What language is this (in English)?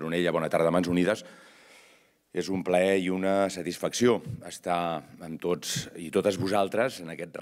Catalan